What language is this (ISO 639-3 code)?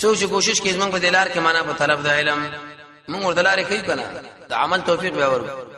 pus